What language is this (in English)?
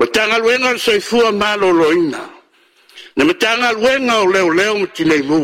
Samoan